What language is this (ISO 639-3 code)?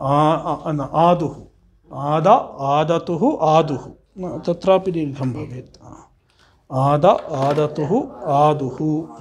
san